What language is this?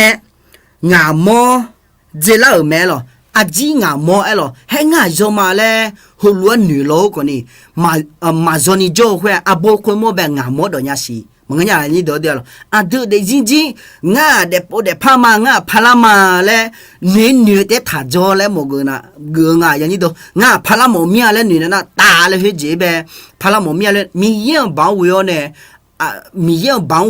Akha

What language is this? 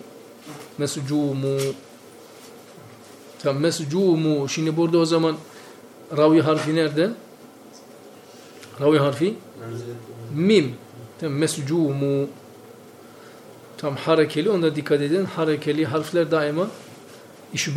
Turkish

